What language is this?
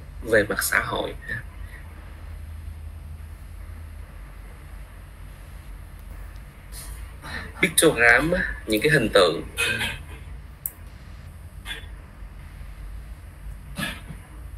Vietnamese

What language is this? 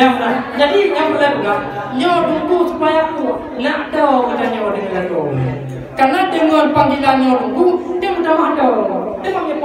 Achinese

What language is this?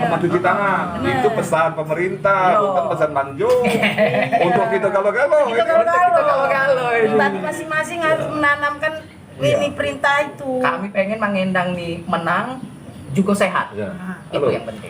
Musi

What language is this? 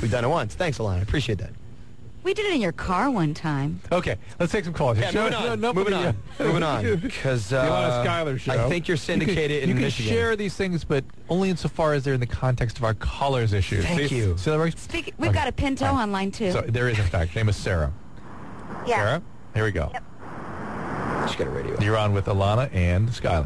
English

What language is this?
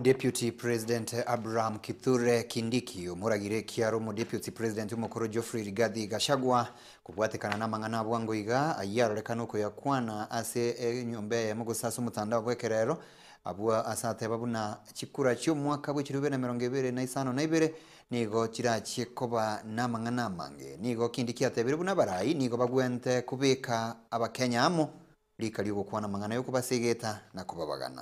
Gusii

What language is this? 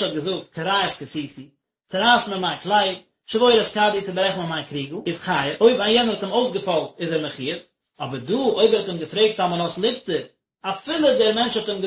Yiddish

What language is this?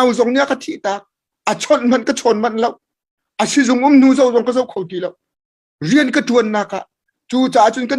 Hakha Chin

